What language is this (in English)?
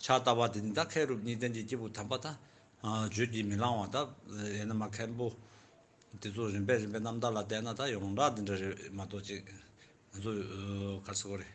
Tibetan